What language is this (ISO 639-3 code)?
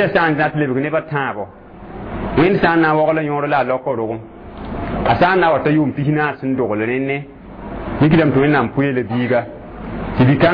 mos